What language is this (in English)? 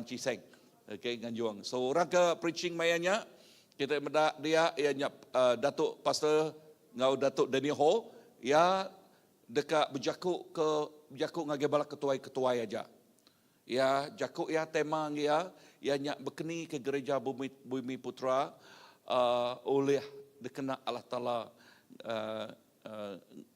Iban